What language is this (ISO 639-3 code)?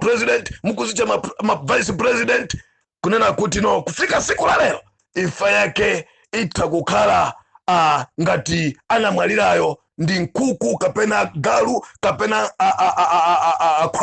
nya